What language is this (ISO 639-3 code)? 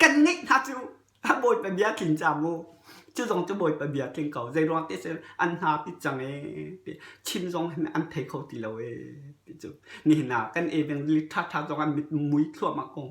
cnh